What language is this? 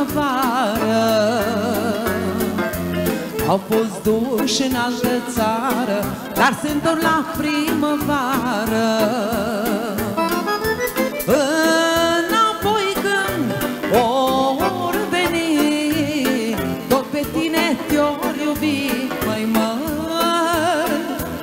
Romanian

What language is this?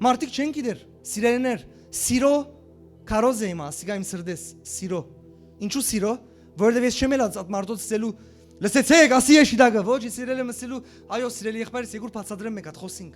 Western Armenian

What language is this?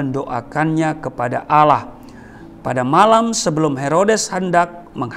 Indonesian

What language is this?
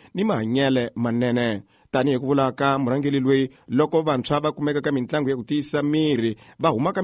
Tsonga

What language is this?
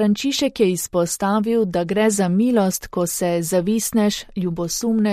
Slovenian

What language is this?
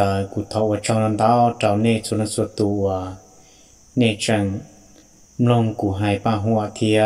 Hmong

